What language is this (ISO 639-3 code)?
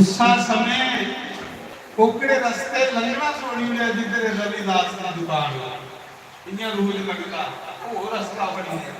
doi